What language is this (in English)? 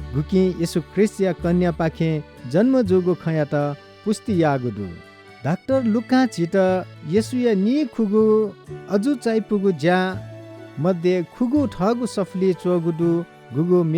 Newari